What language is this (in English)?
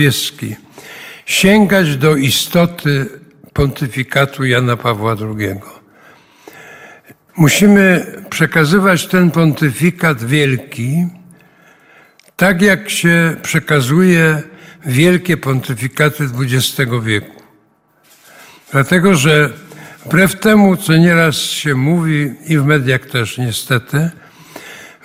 Polish